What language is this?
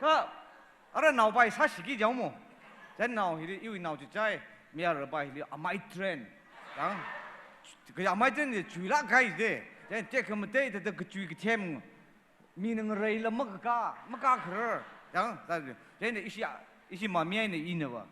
Tangkhul Naga (India)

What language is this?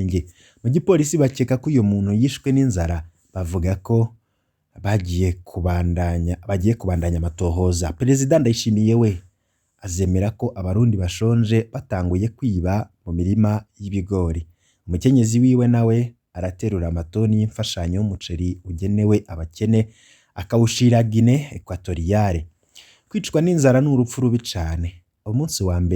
Rundi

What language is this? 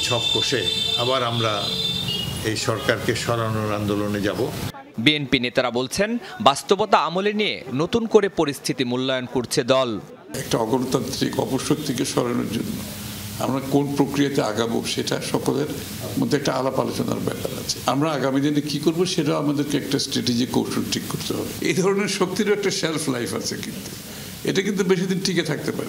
Bangla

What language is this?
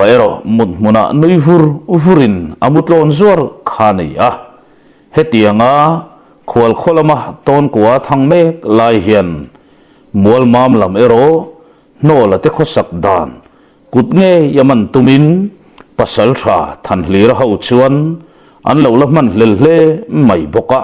Mizo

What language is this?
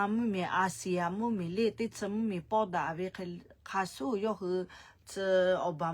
Lahu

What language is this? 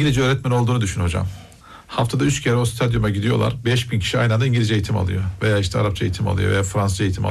Turkish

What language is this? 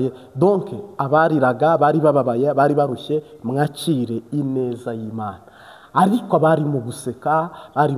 Kinyarwanda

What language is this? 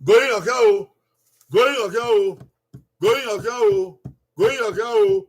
Bini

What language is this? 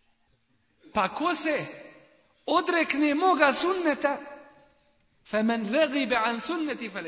Bosnian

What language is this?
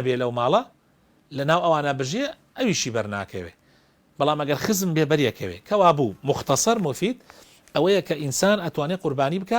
Central Kurdish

